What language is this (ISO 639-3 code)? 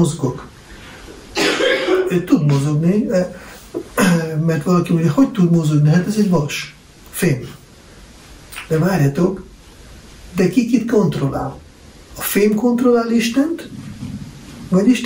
hun